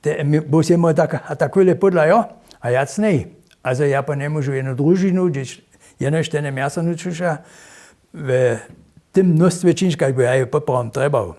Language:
Upper Sorbian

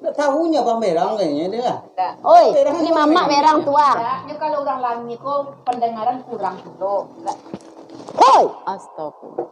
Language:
Minangkabau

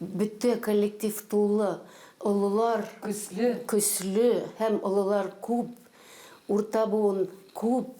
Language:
Bashkir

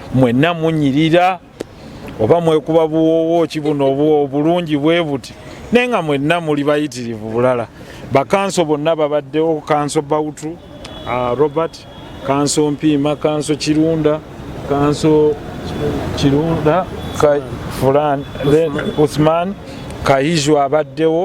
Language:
Ganda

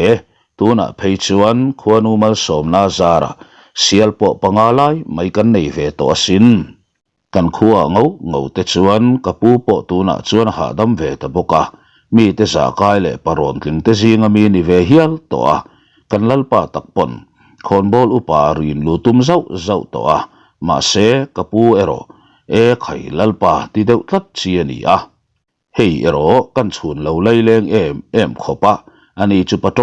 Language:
Mizo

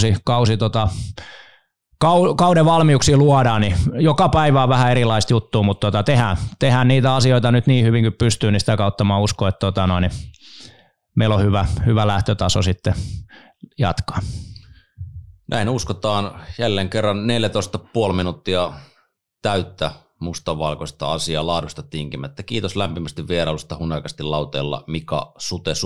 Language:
Finnish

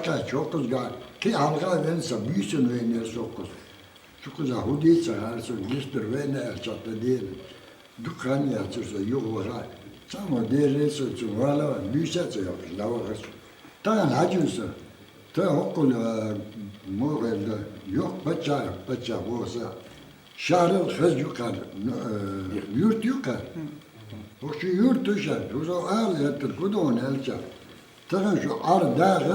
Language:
Chechen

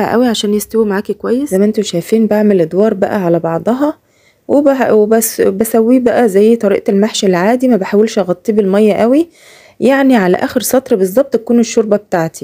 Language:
Egyptian Arabic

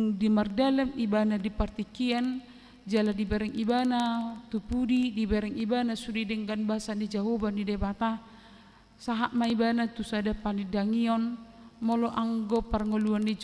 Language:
Batak Toba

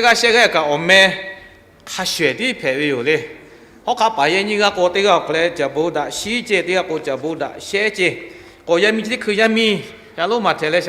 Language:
Lahu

